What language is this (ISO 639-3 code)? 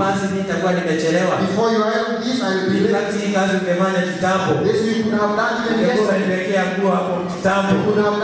swa